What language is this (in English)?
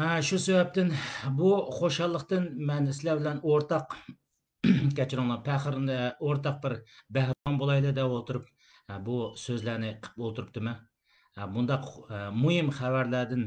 Uyghur